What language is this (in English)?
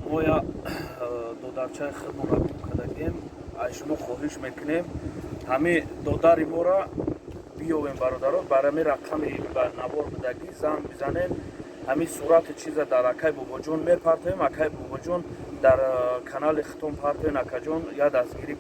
Tajik